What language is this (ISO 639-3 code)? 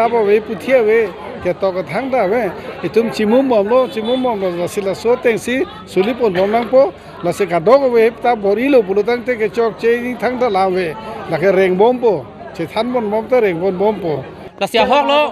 mjw